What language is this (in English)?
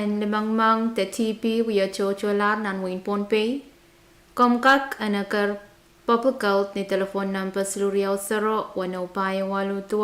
Pohnpeian